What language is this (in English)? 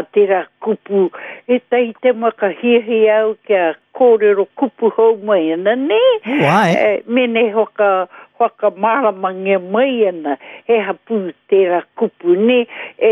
Māori